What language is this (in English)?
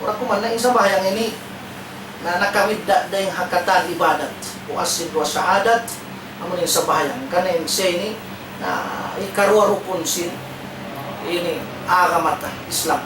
Tausug